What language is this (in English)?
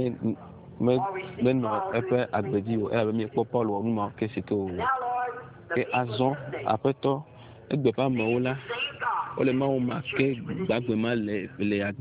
Ewe